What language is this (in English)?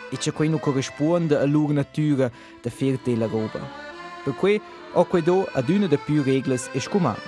Romansh